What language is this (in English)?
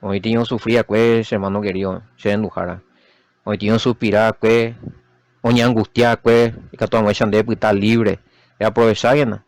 Guarani